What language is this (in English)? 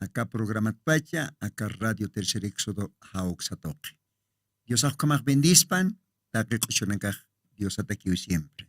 Aymara